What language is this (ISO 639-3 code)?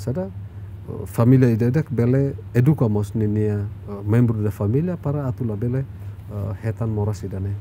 tet